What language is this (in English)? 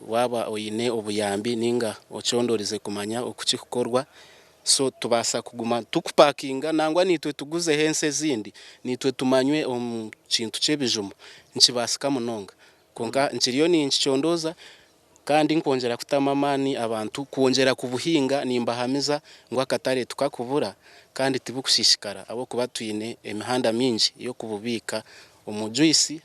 Nyankole